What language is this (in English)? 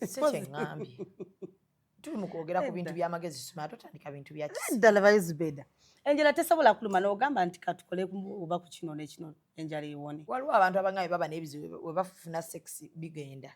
Ganda